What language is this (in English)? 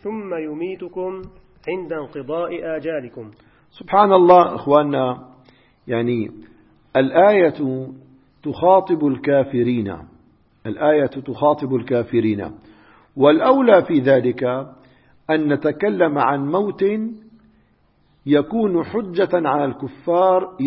Arabic